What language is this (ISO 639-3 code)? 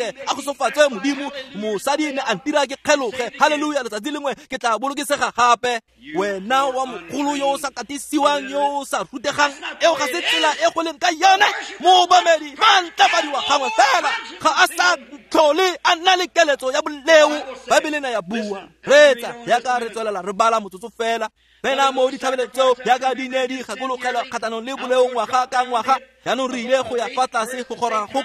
tsn